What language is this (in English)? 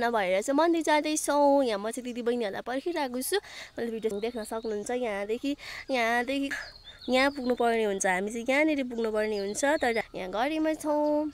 Nepali